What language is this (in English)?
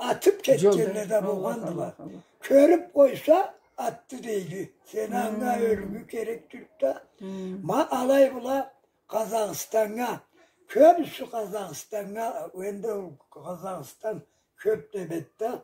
Karachay-Balkar